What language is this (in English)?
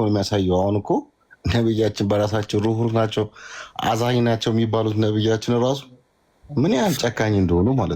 Amharic